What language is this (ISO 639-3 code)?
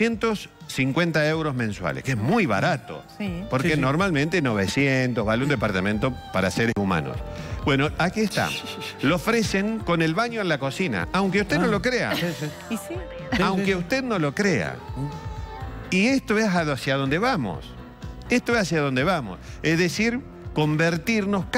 spa